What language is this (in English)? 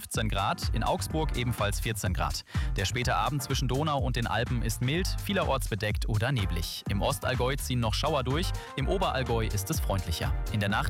German